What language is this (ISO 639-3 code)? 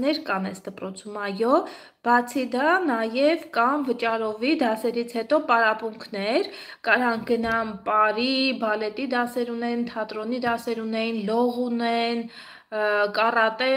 hye